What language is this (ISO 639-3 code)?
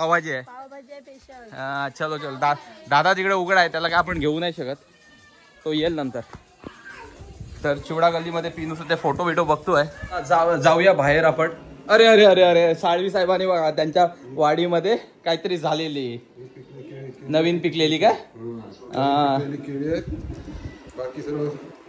mar